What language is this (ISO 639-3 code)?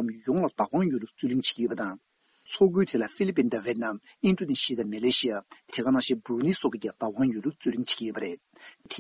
bod